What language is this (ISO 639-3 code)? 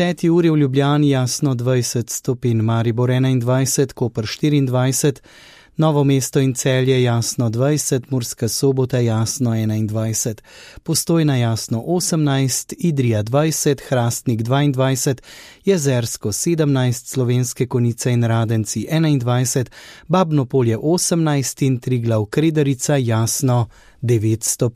slv